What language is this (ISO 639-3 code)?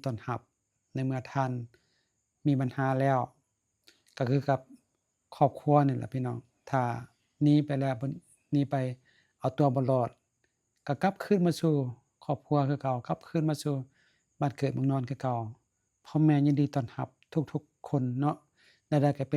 lao